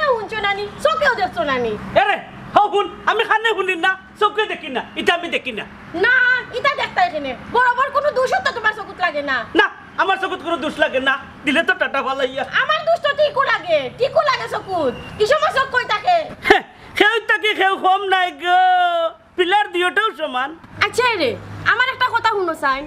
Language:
Sylheti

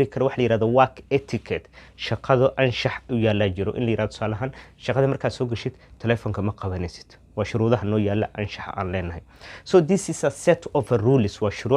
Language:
Somali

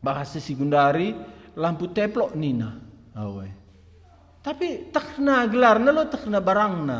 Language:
Batak Karo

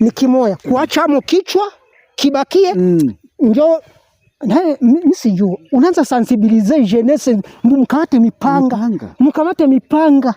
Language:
Swahili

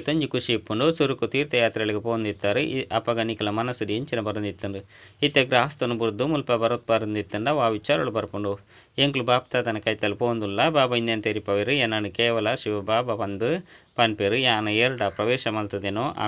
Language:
Tulu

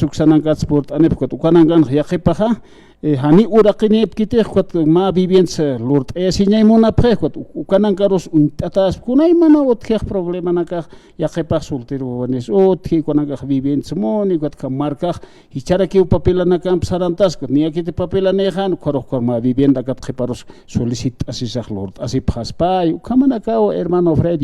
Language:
Aymara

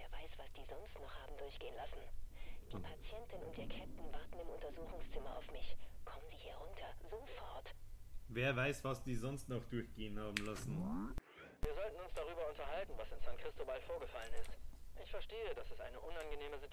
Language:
Bavarian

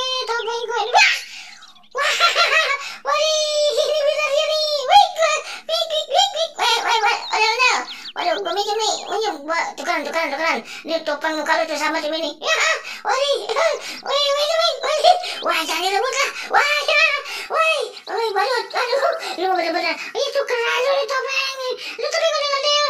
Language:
Betawi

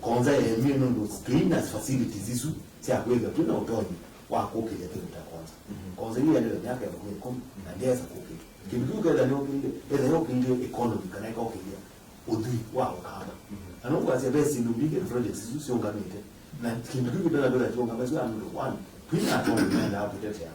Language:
Kamba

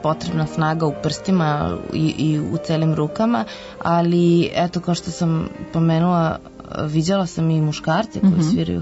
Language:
Serbian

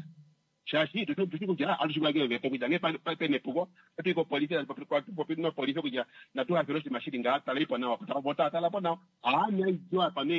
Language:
Kuanyama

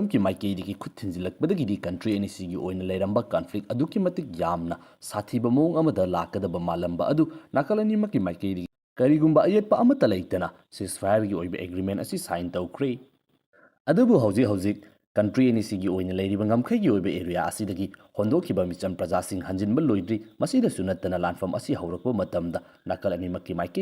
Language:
Manipuri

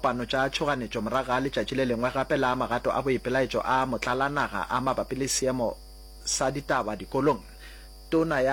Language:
Northern Sotho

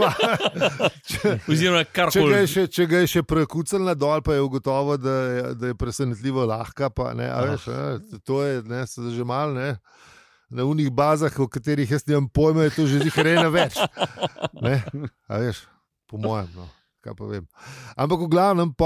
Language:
Slovenian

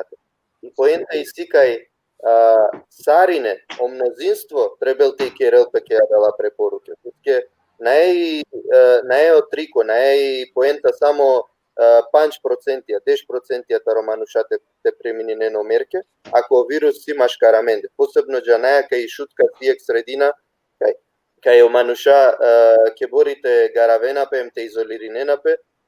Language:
Balkan Romani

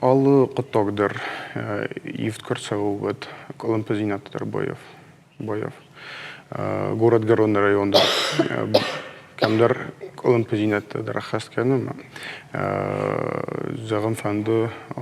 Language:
Ossetic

